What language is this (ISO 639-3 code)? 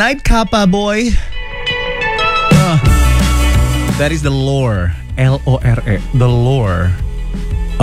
ind